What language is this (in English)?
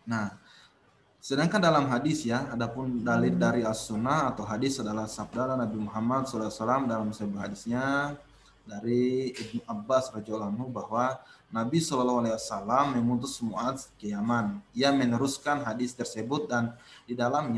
Indonesian